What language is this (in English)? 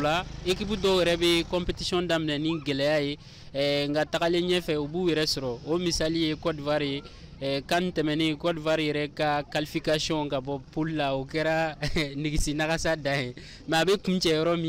Bambara